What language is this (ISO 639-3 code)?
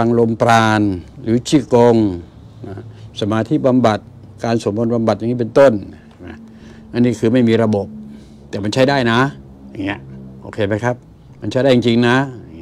tha